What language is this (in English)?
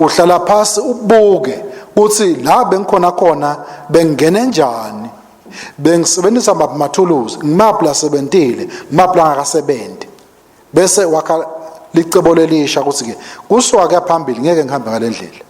Swati